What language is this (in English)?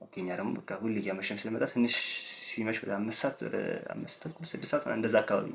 Amharic